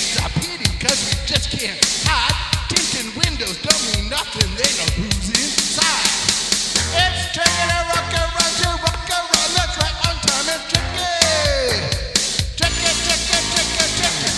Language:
English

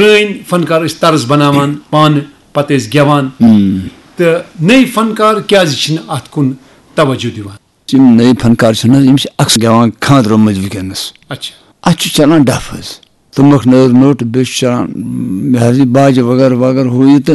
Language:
Kashmiri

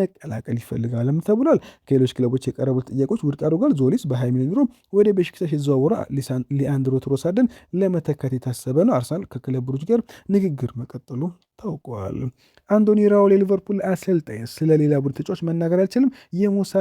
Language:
Amharic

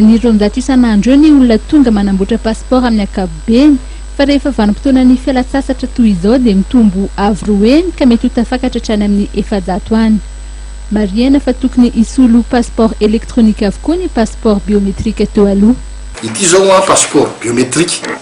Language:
Malagasy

